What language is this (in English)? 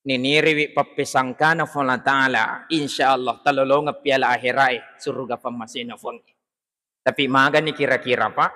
Buginese